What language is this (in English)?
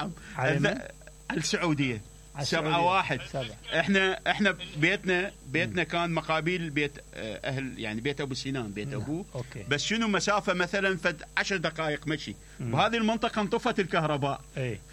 Mesopotamian Arabic